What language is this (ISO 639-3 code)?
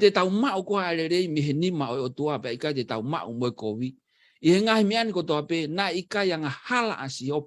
ton